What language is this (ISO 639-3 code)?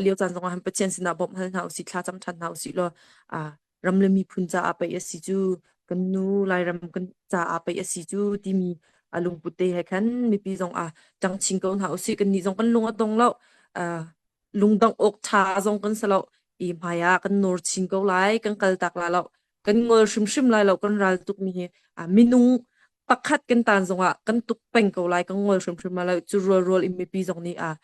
cnh